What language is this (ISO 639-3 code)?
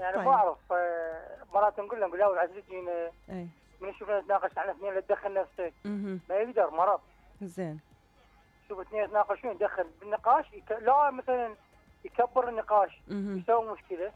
acm